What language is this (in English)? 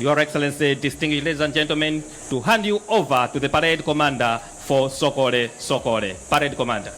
Nyanja